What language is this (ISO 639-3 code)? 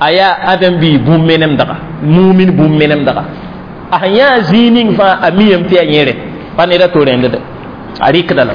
mos